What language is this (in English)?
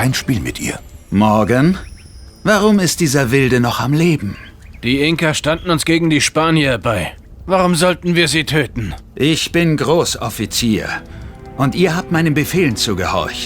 Bavarian